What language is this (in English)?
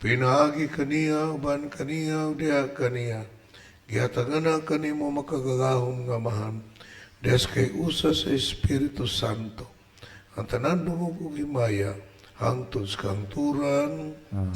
Cebuano